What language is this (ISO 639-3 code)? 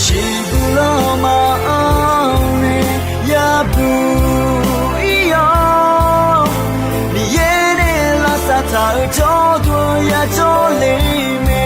ahk